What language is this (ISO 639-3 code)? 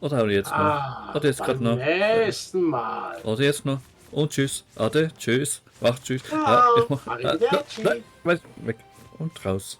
gsw